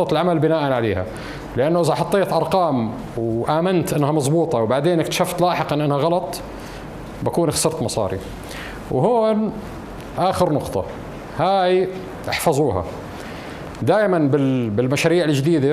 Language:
North Levantine Arabic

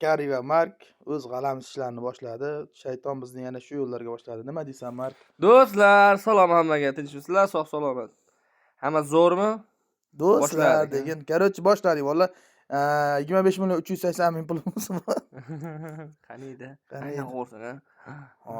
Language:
Uzbek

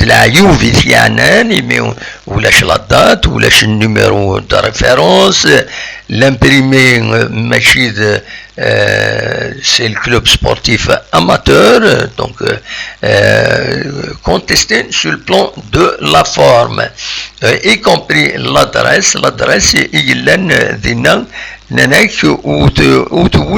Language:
Kabyle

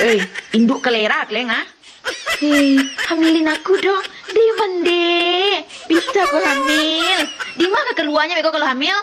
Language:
Minangkabau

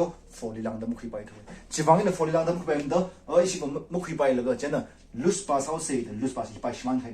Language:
Tangkhul Naga (India)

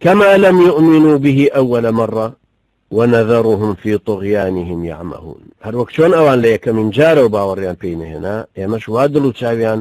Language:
Central Kurdish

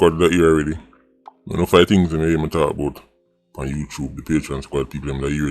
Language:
Jamaican Creole English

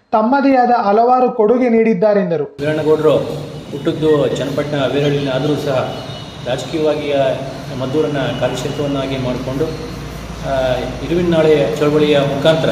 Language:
Kannada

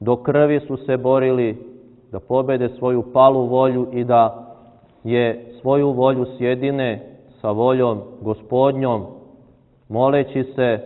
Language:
Serbian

